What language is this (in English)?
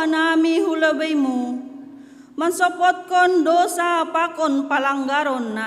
Batak Simalungun